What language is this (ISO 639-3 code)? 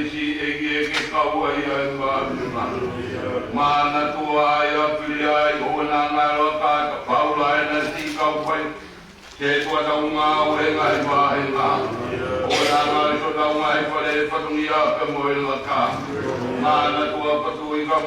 ton